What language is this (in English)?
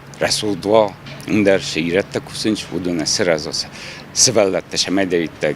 Ossetic